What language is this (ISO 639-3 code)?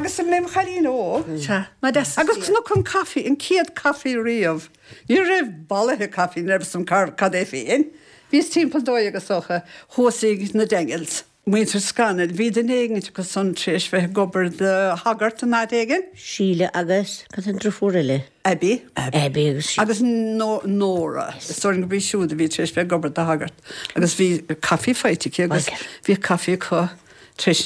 gle